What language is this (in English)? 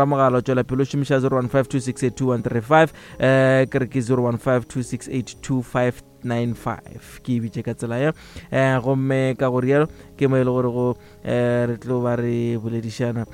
Northern Sotho